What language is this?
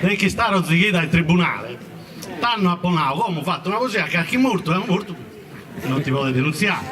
Sardinian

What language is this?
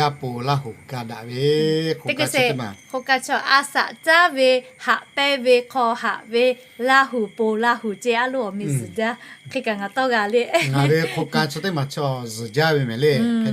Lahu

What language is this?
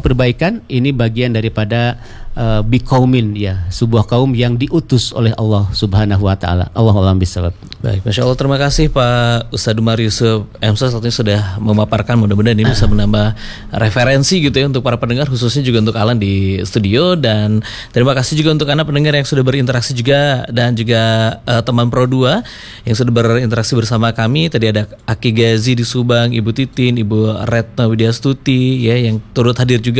Indonesian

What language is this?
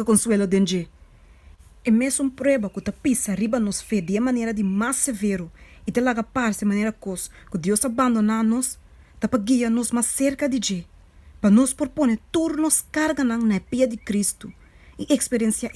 Papiamento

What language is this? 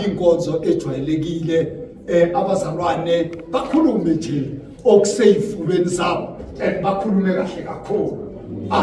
Zulu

